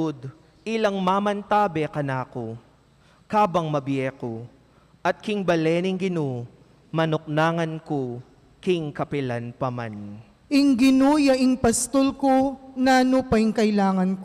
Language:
Pampanga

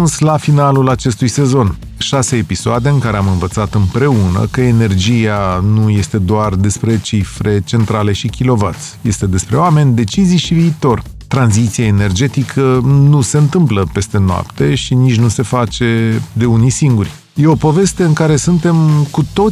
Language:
Romanian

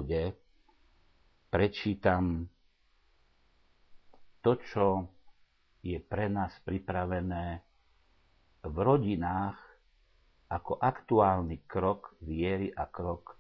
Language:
Slovak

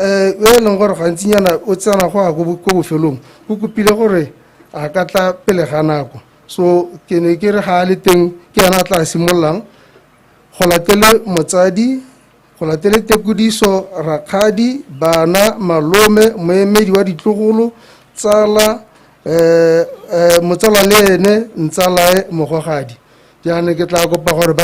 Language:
Tswana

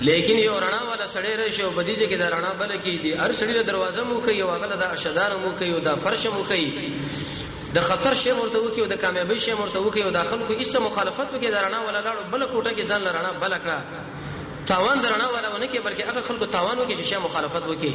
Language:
Pashto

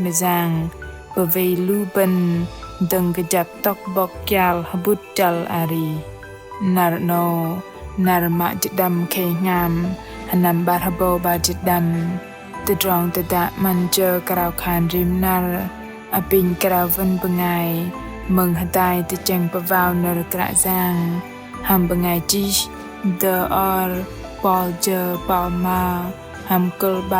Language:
Bahnar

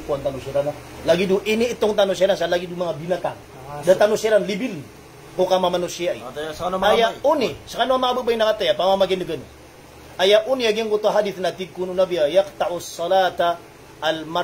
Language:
Maranao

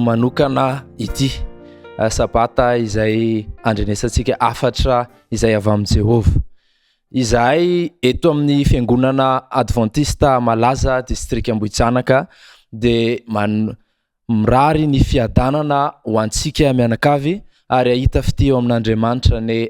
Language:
Malagasy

